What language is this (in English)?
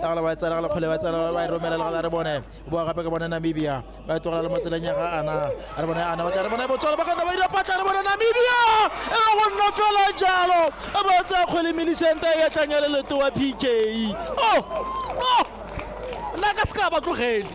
Tswana